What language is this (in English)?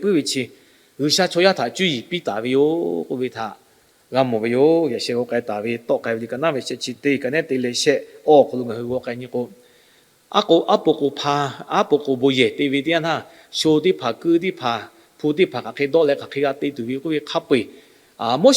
Lahu